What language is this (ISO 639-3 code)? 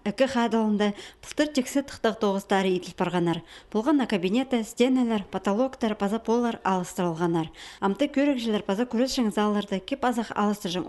kjh